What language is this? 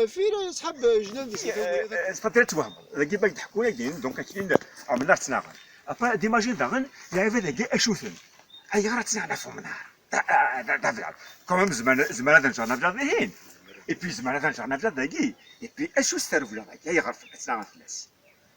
Kabyle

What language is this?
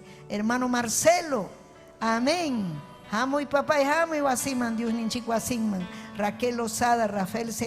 Ayacucho Quechua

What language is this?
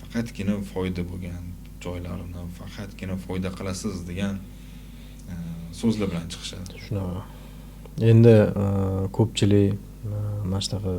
Uzbek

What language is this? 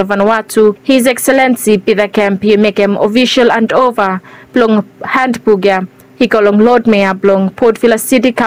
Bislama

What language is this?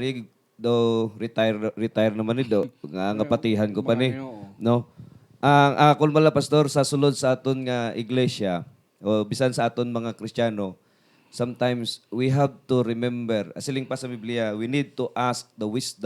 Hiligaynon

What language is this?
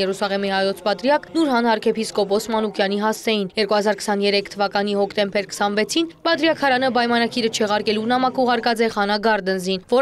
Armenian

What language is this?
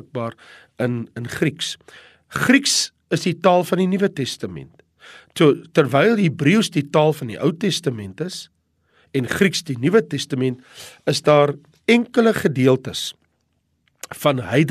Afrikaans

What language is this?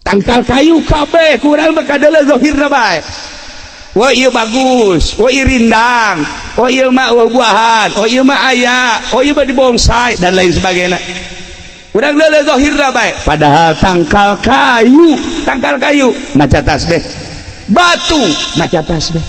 Sundanese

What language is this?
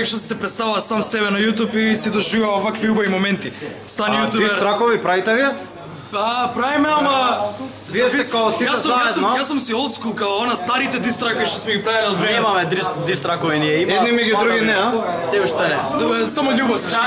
Macedonian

